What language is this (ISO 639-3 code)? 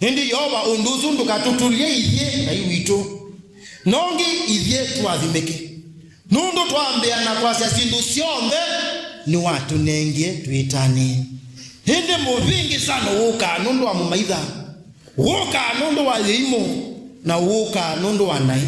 kam